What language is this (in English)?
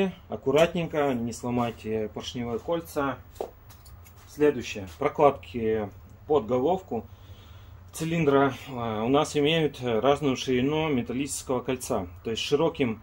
Russian